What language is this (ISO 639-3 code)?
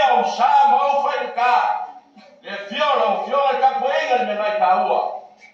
smo